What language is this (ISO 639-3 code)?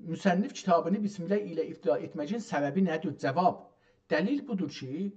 azb